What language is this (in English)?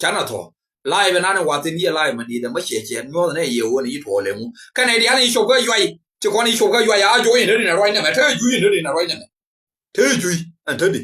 Nuer